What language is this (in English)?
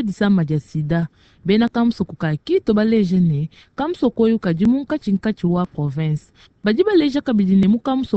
Luba-Lulua